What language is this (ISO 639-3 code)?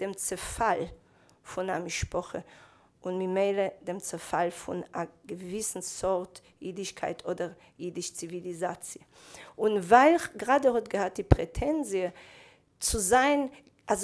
yid